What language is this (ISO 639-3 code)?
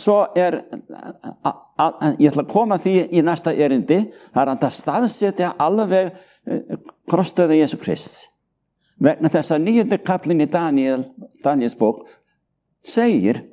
isl